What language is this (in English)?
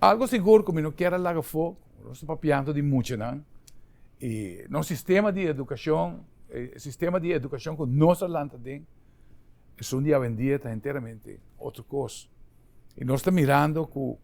Papiamento